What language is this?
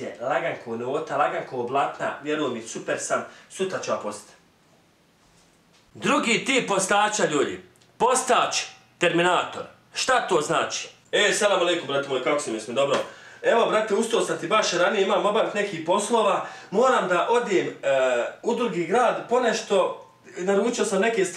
Bosnian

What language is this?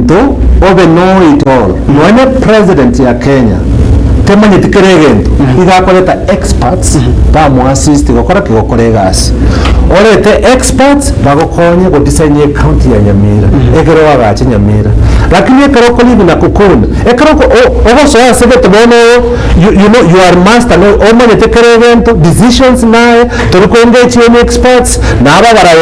Gusii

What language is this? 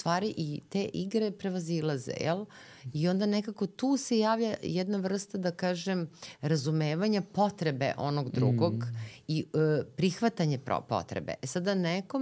Serbian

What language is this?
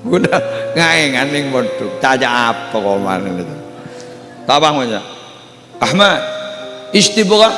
Madurese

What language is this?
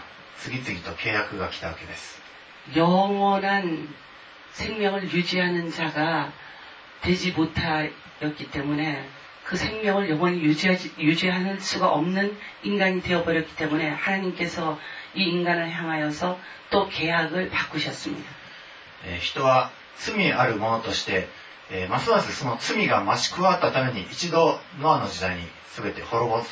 Korean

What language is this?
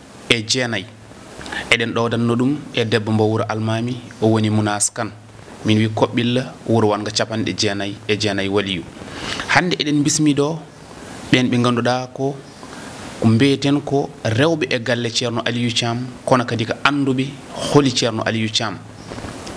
Fula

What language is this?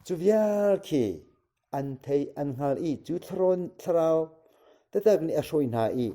Hakha Chin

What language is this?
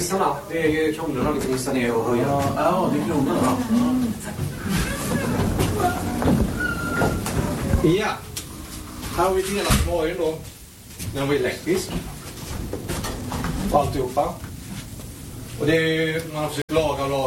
Swedish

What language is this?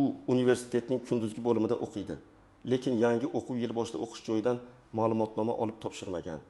Uzbek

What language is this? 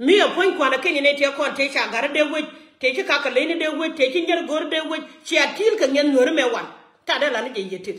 Nuer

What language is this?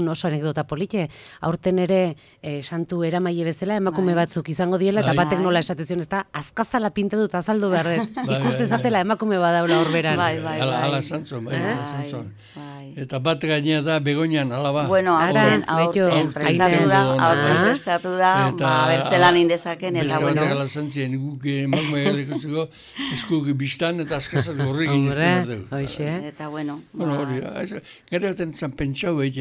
Basque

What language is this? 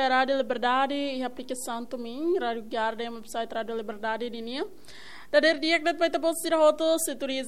Tetum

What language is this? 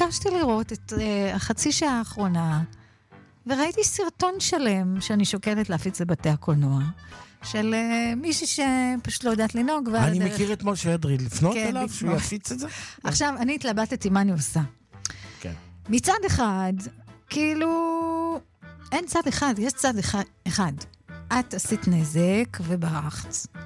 Hebrew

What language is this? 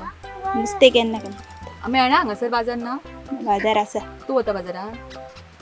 Konkani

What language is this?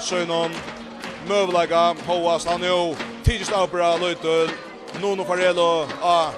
Faroese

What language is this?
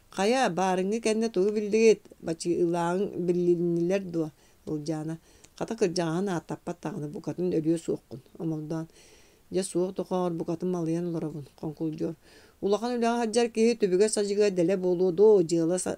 Yakut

